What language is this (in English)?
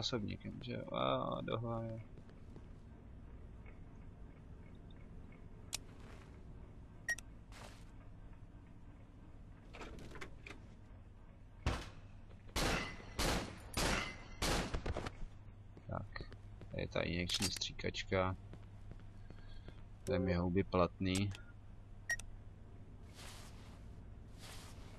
Czech